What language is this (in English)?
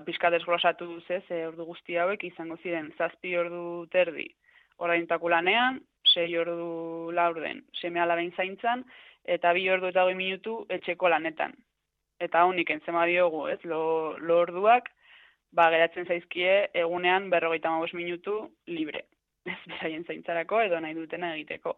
Basque